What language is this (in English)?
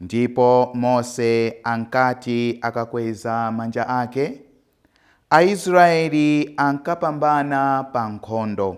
Nyanja